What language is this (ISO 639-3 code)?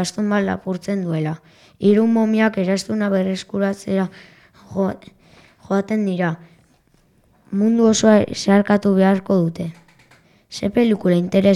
eus